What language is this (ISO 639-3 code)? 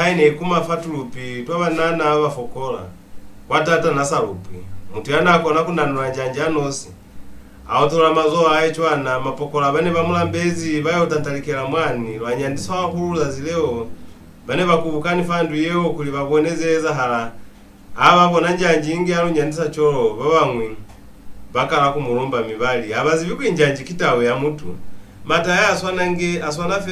loz